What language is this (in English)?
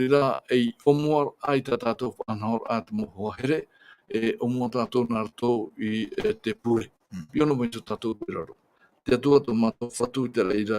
Tahitian